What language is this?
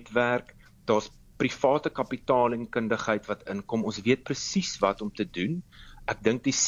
Afrikaans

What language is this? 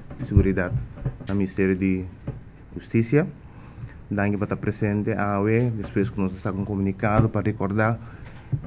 Papiamento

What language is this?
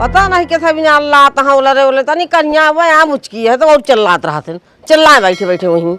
Awadhi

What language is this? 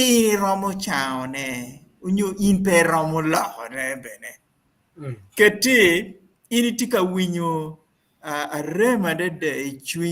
Acoli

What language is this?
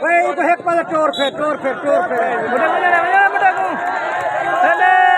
Saraiki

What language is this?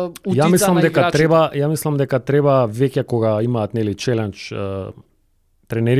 Macedonian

